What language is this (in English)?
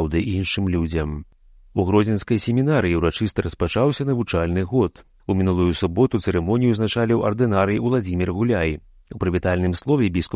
Belarusian